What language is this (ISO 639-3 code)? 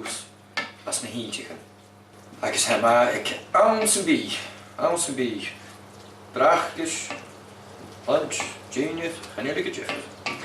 gla